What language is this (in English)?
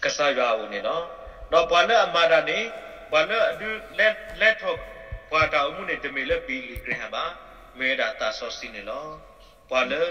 S'gaw Karen